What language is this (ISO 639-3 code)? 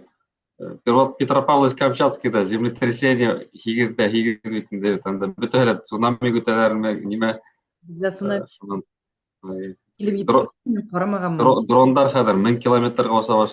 bak